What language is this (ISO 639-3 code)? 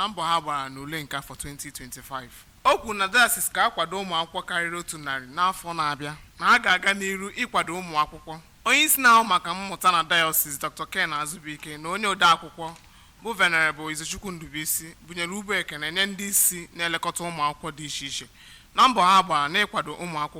ibo